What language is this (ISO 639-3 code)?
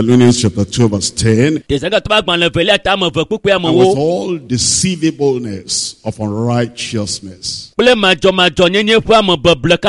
ewe